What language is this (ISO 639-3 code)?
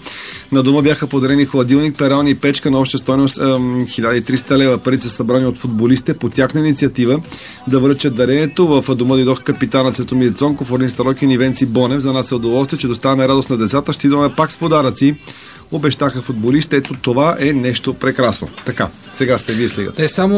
bul